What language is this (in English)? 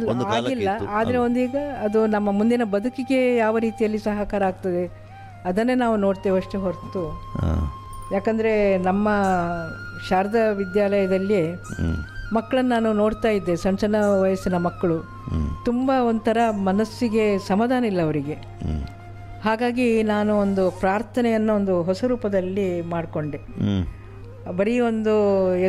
Kannada